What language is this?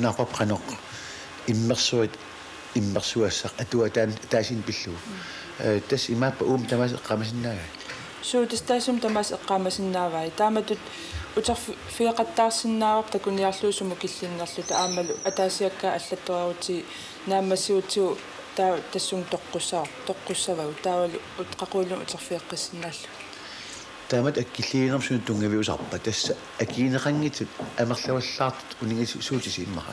Kalaallisut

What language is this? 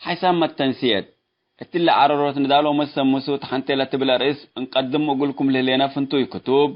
Tigre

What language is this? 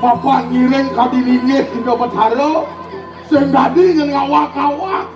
Balinese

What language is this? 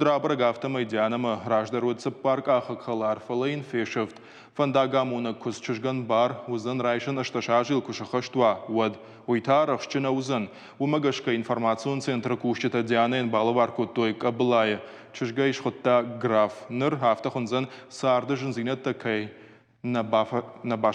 Ossetic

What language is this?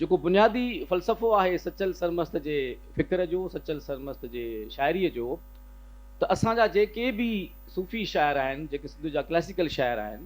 Sindhi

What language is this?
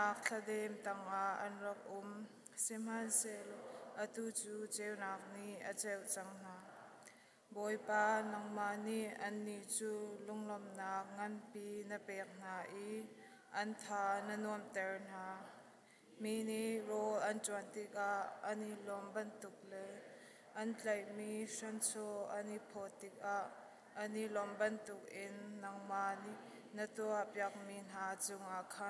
Hakha Chin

